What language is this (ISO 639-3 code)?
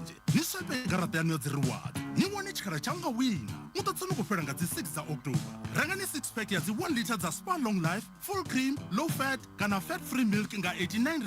ven